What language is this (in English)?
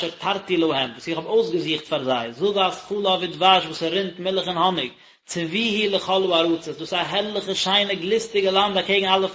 Yiddish